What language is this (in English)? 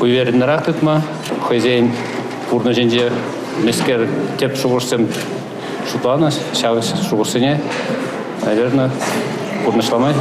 Chuvash